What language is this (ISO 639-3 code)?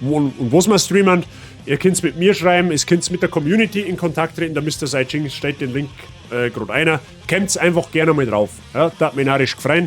bar